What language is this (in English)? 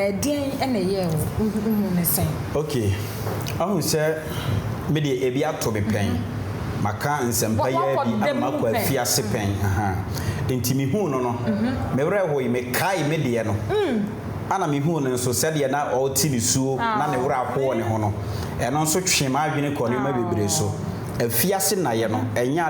Akan